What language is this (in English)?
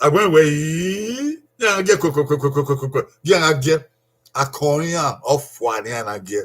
Bini